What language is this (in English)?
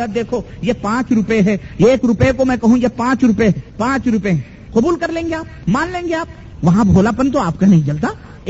Urdu